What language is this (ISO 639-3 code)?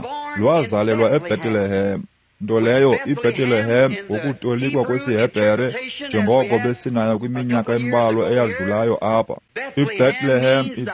xho